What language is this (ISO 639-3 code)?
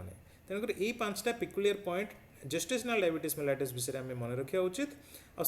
ori